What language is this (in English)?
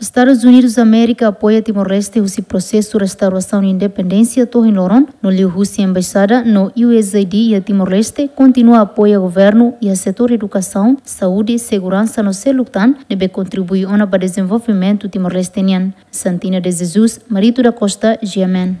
Tetum